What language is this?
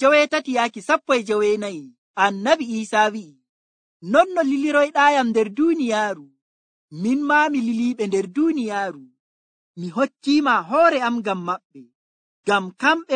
Nigerian Fulfulde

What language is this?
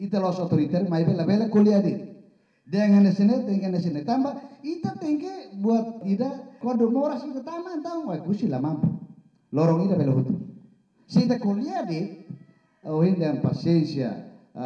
Tetum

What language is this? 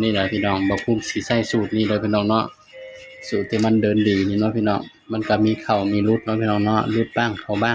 Northeastern Thai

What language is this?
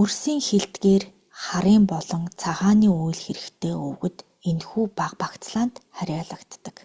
Mongolian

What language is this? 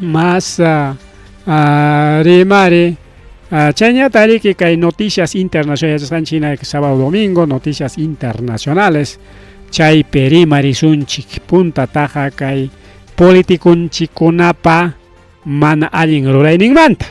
Ayacucho Quechua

